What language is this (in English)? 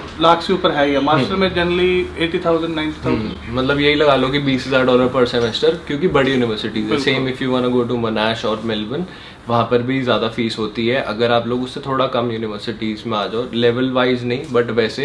Hindi